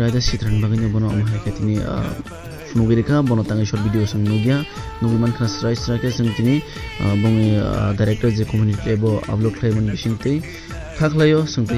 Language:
Kok Borok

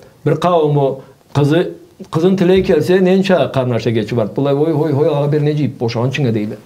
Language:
Karachay-Balkar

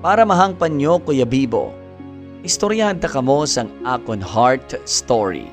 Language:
Hiligaynon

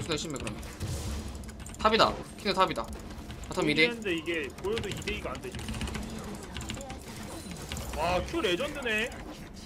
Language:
Korean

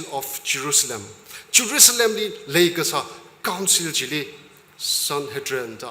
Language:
Tangkhul Naga (India)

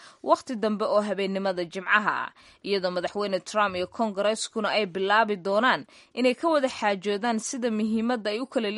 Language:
Somali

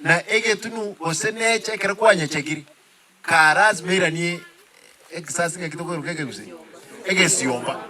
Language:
Gusii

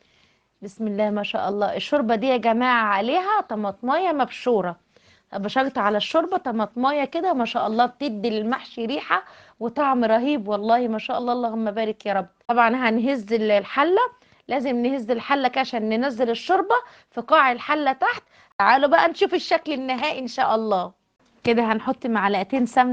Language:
Egyptian Arabic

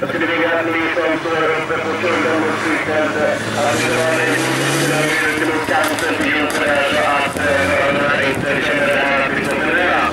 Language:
Swedish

